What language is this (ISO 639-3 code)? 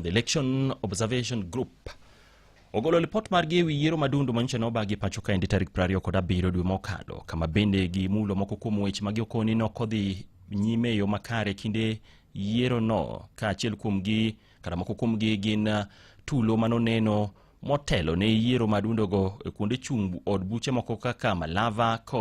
luo